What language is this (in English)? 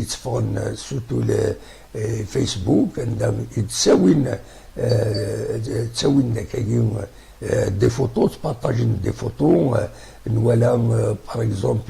Kabyle